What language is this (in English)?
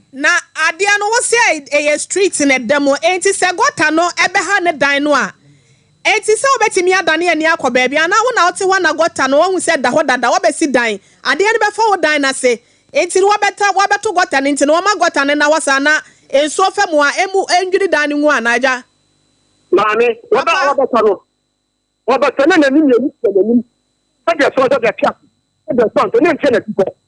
Akan